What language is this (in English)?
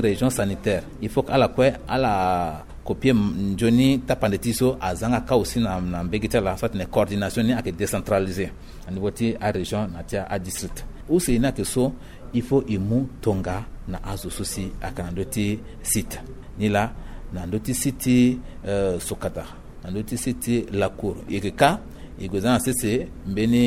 Sango